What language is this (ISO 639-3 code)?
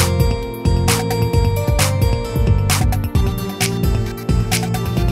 mal